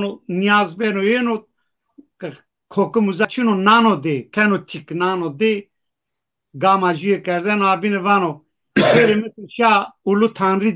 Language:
Zaza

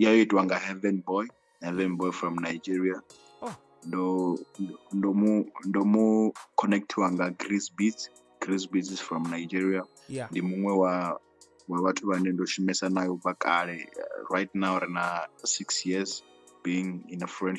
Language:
Venda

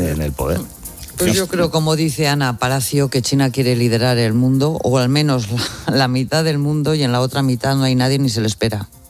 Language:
Spanish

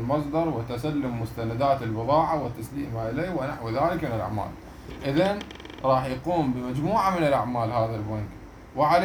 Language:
Mesopotamian Arabic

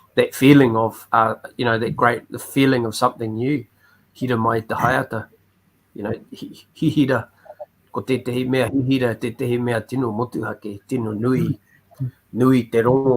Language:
Māori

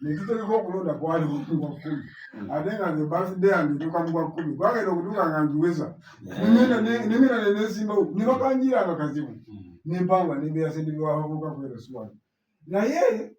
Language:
Ganda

